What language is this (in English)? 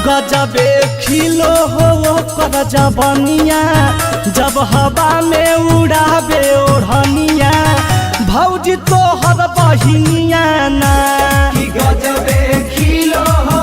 Magahi